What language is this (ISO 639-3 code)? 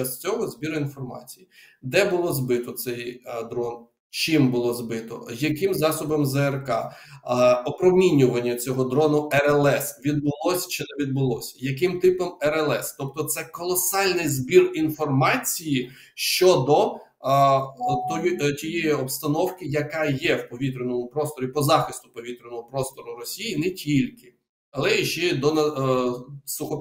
ukr